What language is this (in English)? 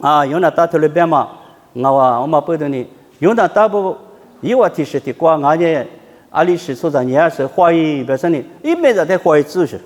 Lisu